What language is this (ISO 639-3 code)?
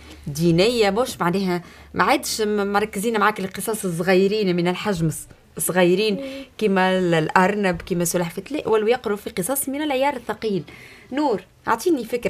aeb